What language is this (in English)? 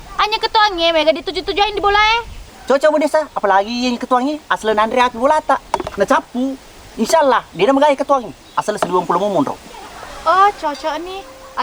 Buginese